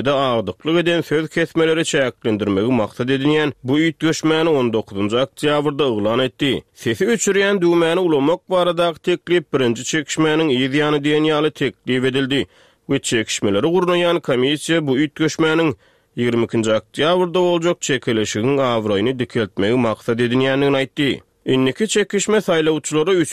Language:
Turkmen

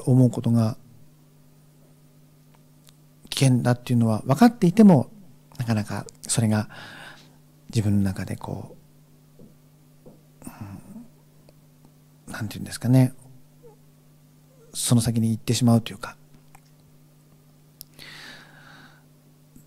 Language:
Japanese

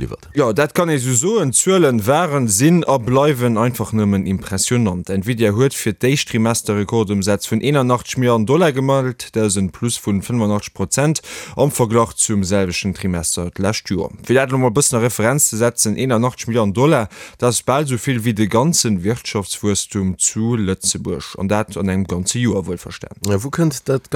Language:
Luxembourgish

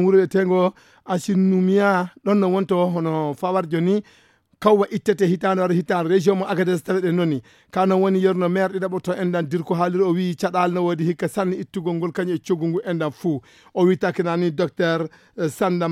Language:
Fula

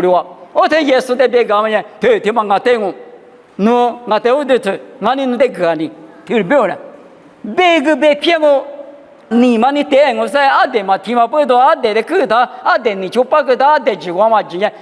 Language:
Lisu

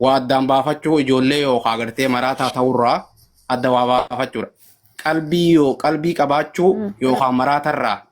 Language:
Oromo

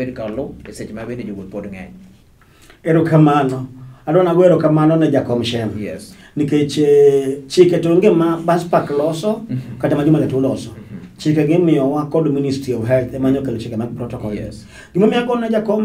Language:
Luo (Kenya and Tanzania)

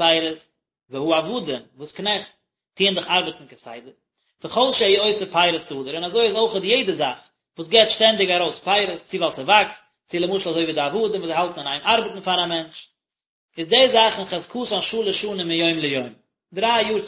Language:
Yiddish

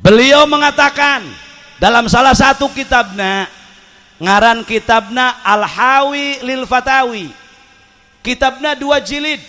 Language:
Sundanese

